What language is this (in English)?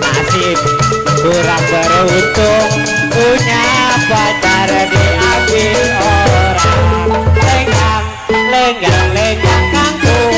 Betawi